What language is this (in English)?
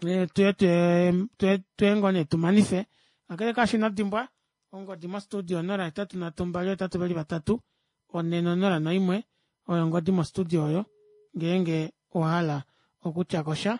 Kuanyama